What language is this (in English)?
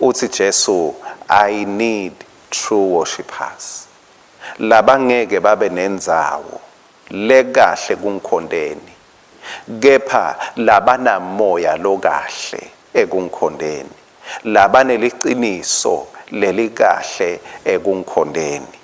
Swati